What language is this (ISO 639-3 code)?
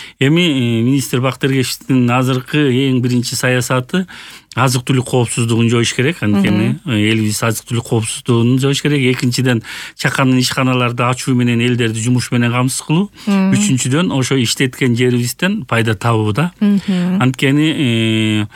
kir